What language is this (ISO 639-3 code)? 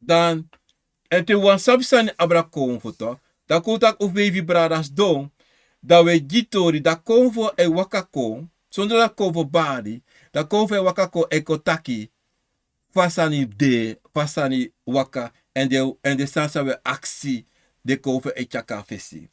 srn